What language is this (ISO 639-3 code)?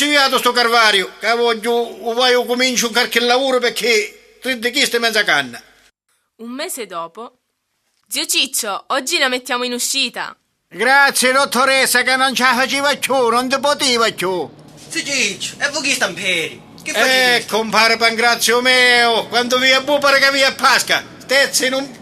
scn